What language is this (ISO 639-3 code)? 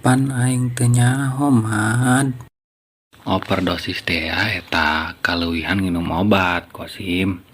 sun